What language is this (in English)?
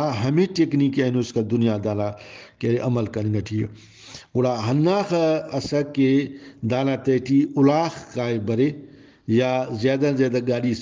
Brahui